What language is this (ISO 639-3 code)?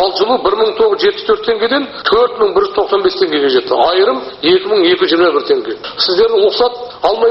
kaz